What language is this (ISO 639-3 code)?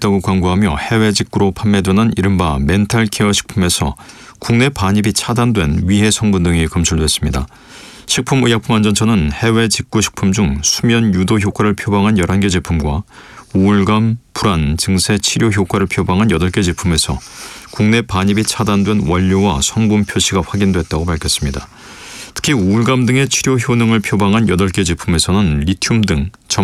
kor